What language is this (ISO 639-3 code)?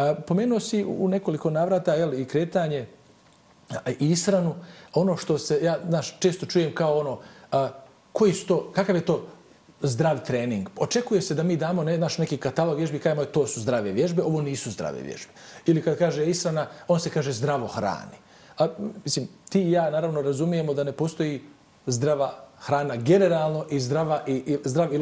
bos